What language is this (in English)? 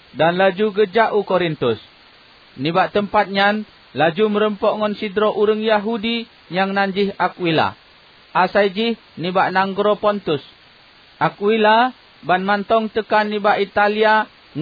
Achinese